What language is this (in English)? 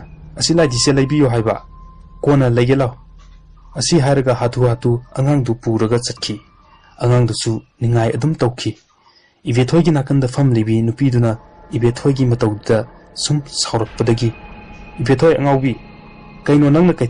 Manipuri